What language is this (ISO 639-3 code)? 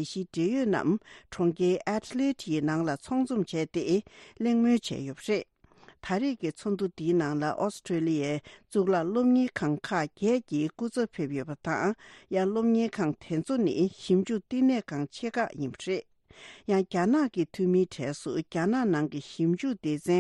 bod